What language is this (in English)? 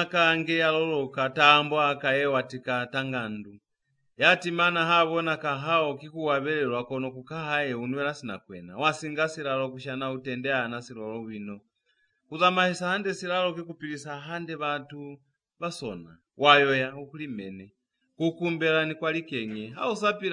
Lozi